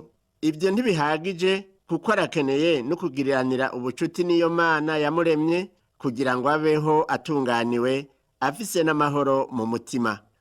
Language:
Rundi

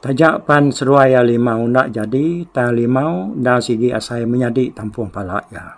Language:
Iban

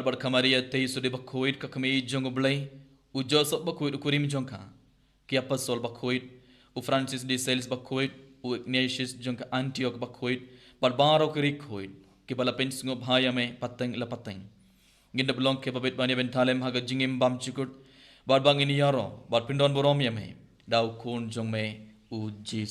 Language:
Khasi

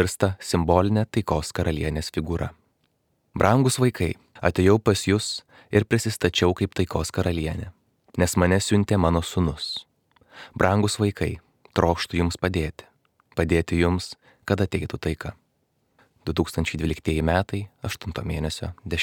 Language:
Lithuanian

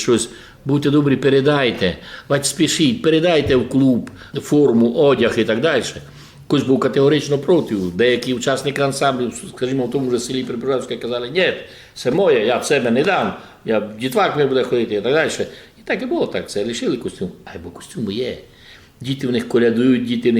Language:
Rusyn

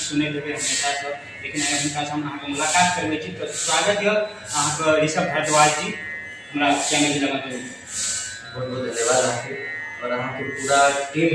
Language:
Maithili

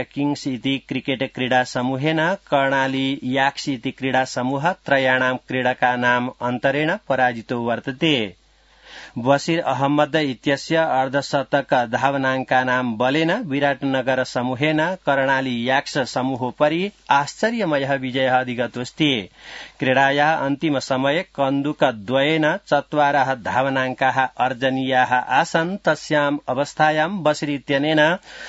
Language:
Sanskrit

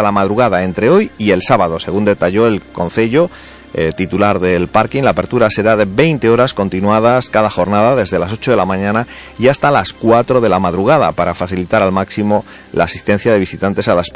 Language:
Spanish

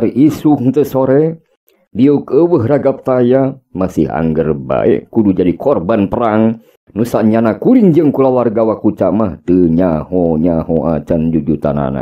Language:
Sundanese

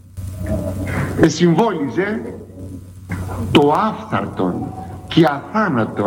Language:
Greek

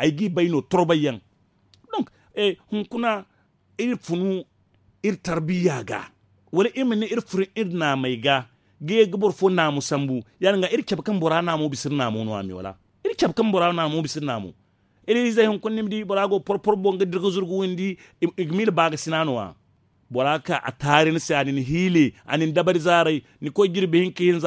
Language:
Zarma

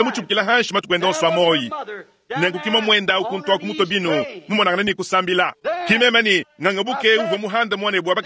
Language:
Luba-Lulua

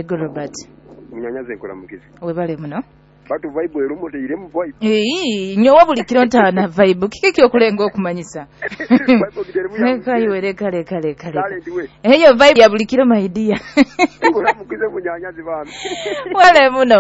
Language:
Nyoro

